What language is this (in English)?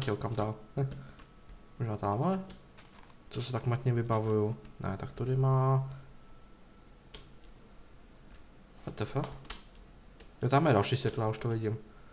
Czech